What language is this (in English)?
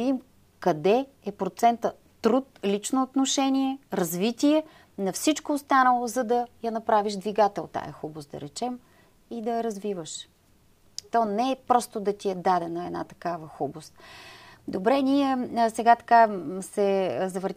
Bulgarian